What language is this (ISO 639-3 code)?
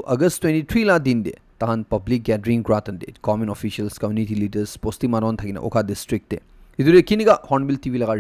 nag